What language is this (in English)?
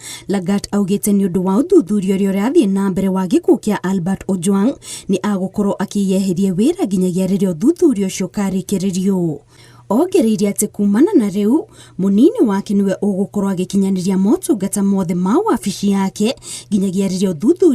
Kikuyu